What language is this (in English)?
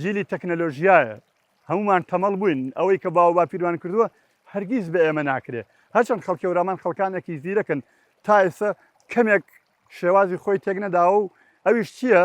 Central Kurdish